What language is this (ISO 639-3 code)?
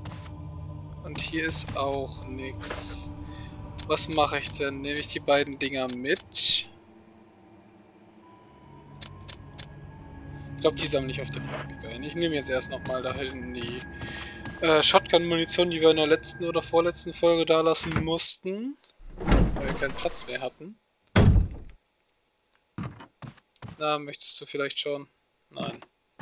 deu